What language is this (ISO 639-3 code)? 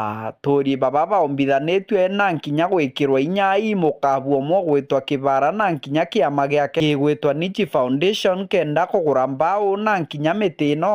mer